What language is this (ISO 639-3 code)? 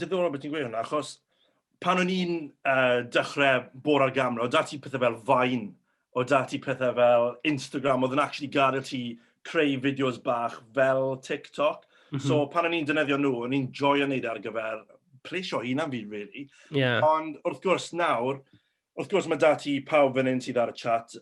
cym